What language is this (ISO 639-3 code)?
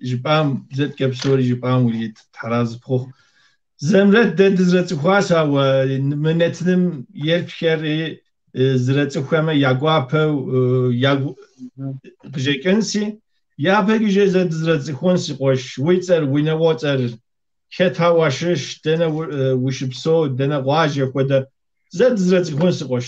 kbd